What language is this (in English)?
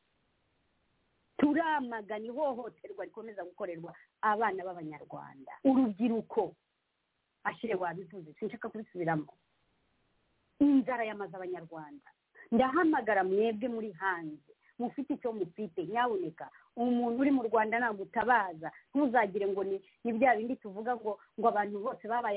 Kinyarwanda